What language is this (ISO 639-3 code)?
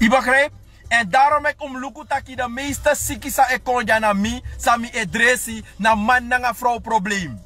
srn